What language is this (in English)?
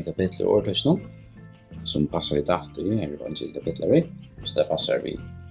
Faroese